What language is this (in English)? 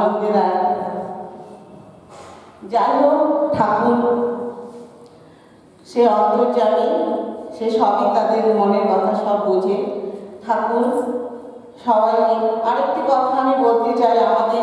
Bangla